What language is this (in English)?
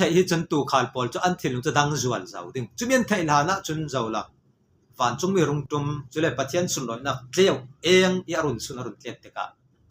Falam Chin